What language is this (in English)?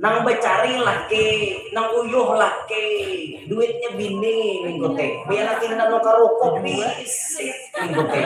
Banjar